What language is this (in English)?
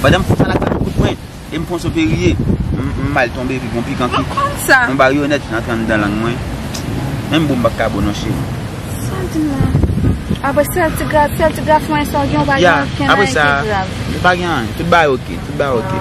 Haitian Creole